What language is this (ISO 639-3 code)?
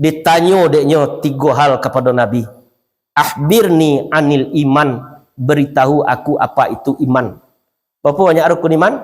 min